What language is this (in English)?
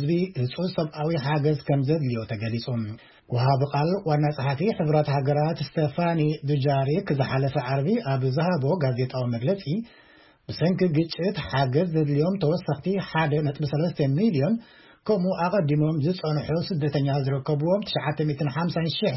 Tigrinya